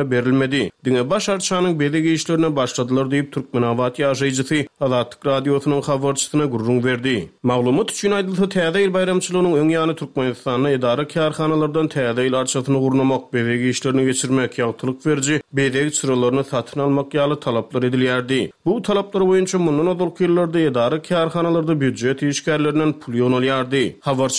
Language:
Turkmen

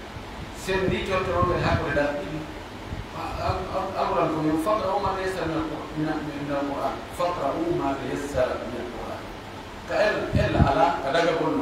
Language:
Pular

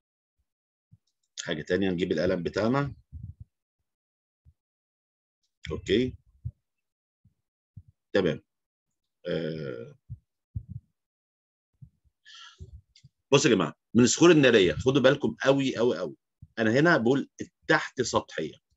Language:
Egyptian Arabic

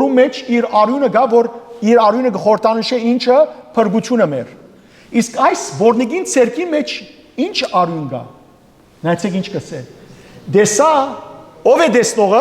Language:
Western Armenian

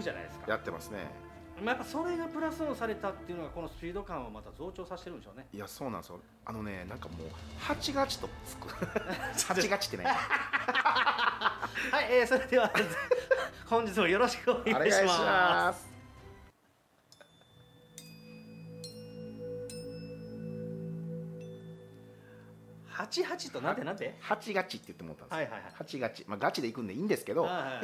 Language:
Japanese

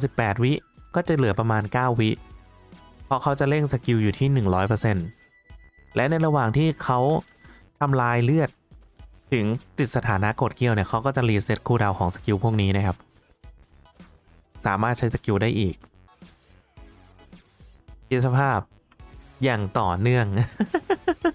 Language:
Thai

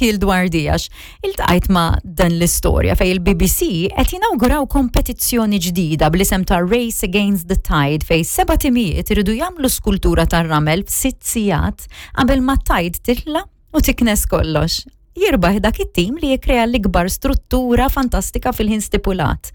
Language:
Maltese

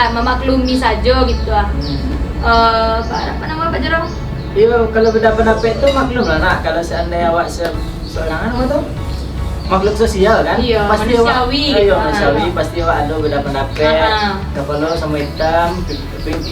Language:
Minangkabau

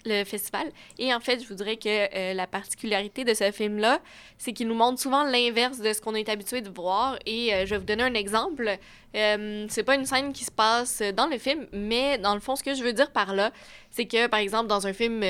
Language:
French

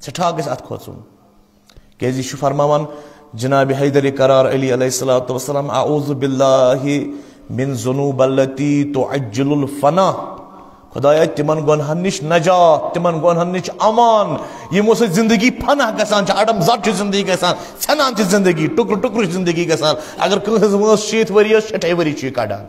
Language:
Kashmiri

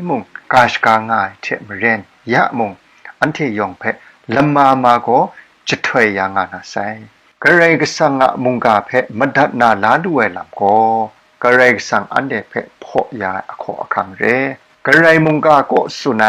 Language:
Kachin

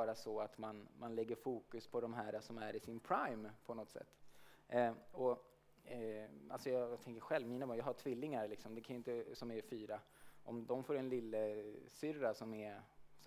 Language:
Swedish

